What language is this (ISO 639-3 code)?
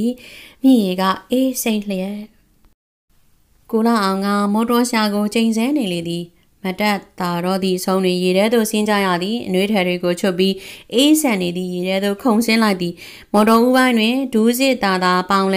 mya